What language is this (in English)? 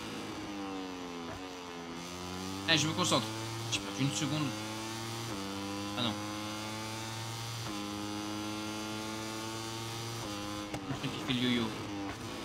French